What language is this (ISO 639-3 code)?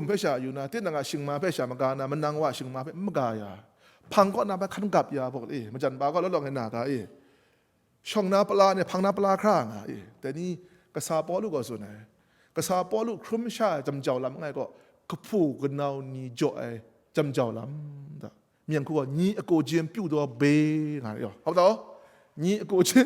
kac